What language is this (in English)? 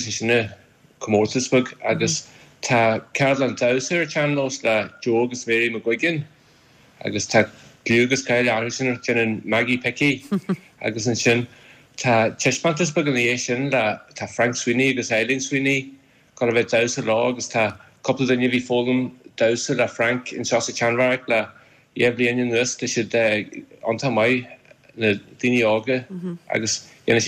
Irish